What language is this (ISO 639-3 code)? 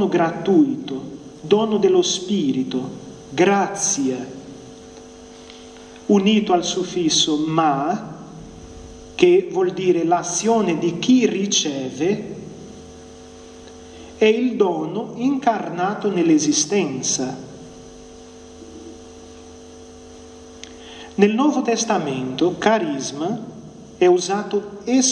ita